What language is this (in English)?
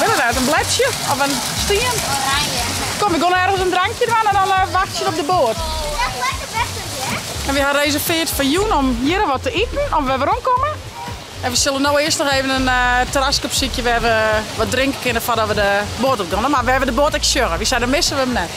Western Frisian